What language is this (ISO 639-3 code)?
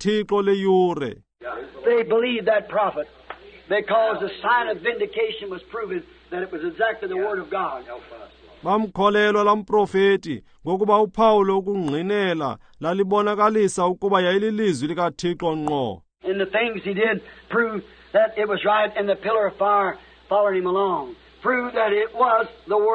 xho